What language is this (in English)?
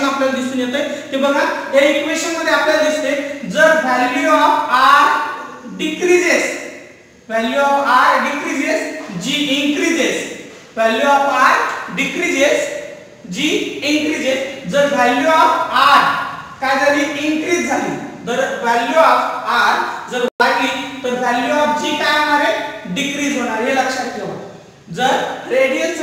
Marathi